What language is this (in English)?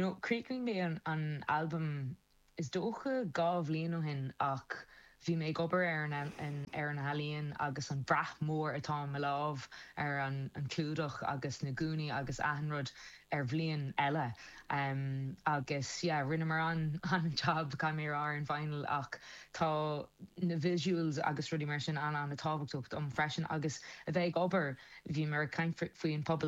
Irish